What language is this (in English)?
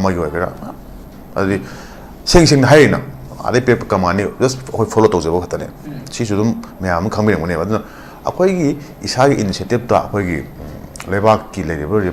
Manipuri